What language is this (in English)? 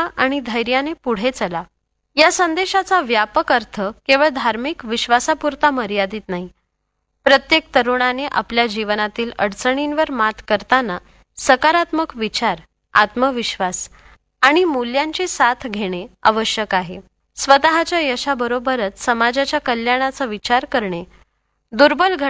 Marathi